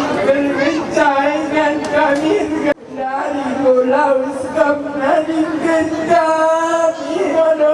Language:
Batak Karo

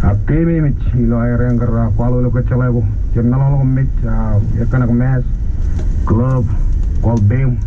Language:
Marshallese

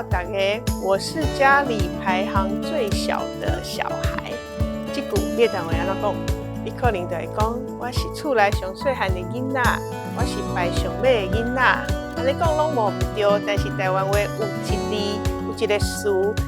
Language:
Min Nan Chinese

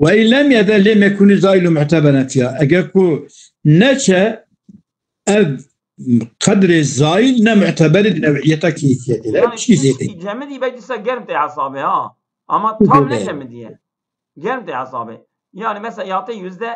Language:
Kurdish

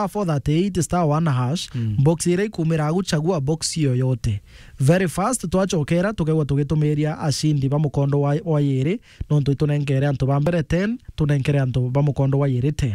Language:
Meru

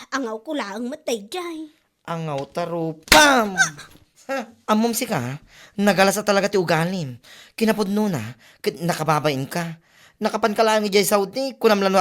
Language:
Iloko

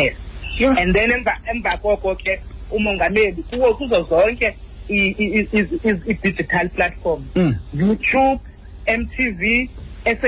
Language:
Xhosa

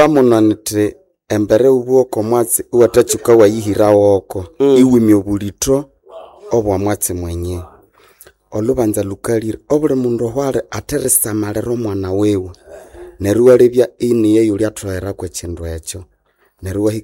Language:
Nande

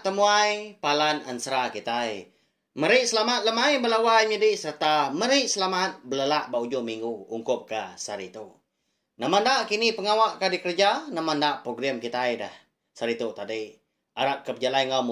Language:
Iban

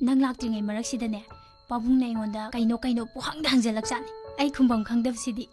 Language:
Manipuri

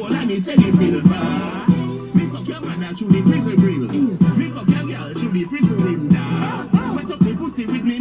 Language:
Jamaican Creole English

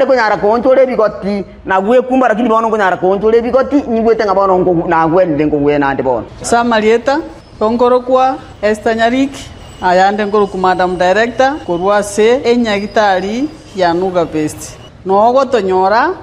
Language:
Gusii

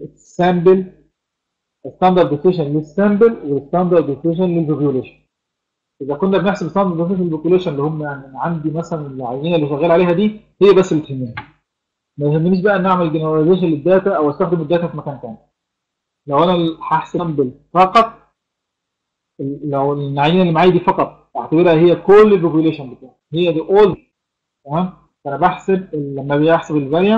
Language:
Egyptian Arabic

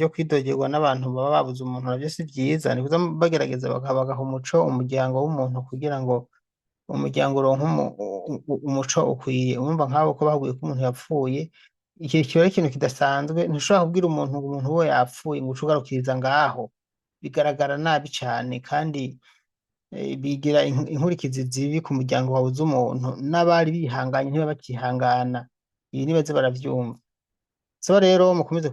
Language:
Rundi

